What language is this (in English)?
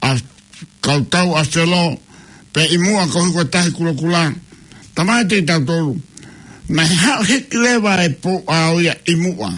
Tongan